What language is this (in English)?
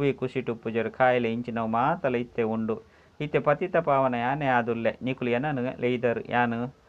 Tulu